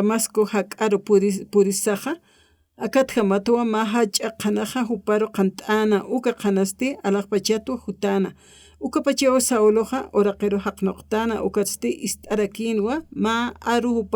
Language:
Aymara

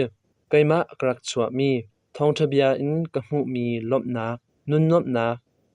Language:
Hakha Chin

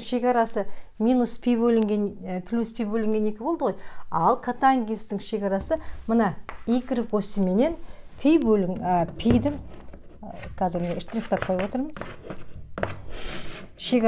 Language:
Kazakh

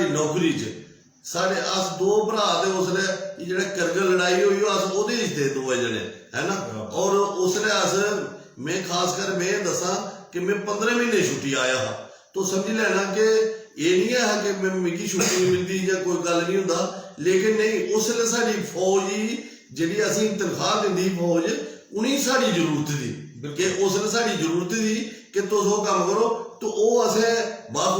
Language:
Dogri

